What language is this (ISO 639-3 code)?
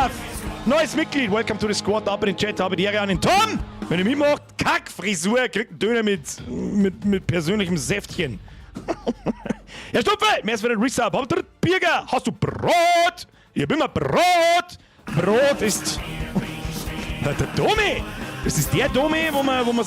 bar